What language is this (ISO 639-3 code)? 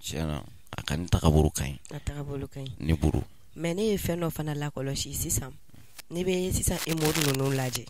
bam